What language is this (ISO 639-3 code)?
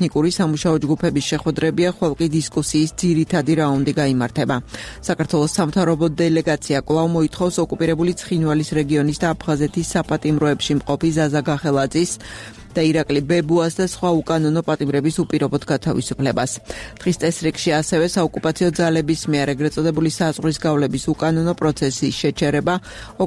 kat